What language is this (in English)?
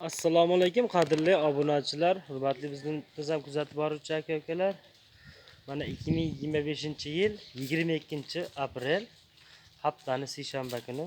Uzbek